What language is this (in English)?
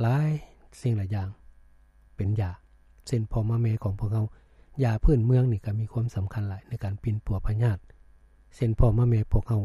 Lao